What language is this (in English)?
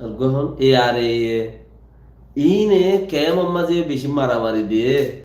Rohingya